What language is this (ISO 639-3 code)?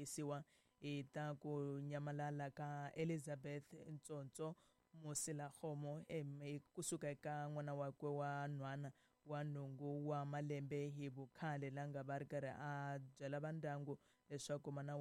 tso